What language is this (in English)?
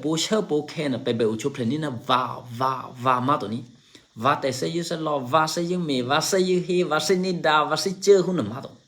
Eastern Kayah